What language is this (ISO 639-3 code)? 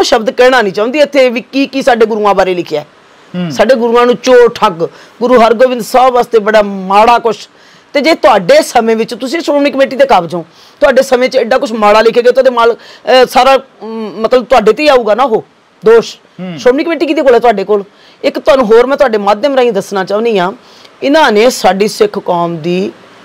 pan